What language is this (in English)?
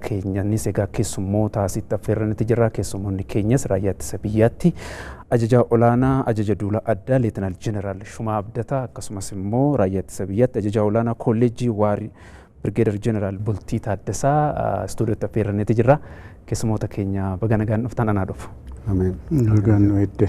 Oromo